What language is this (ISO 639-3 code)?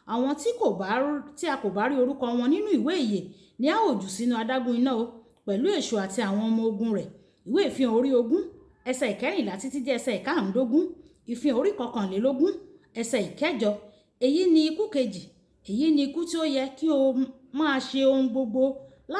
yor